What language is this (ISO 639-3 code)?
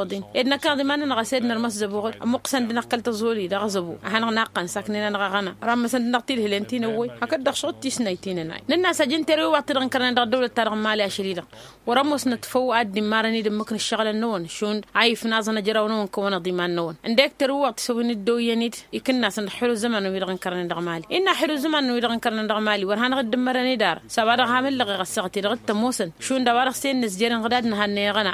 taq